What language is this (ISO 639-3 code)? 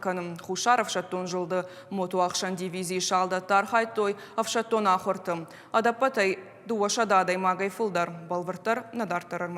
oss